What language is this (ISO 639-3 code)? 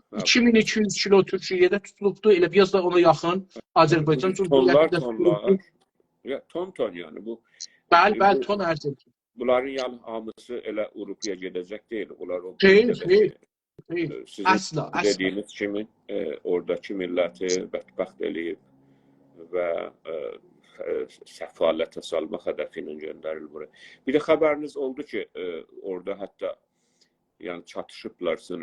azb